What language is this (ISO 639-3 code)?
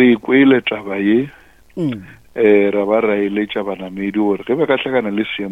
nso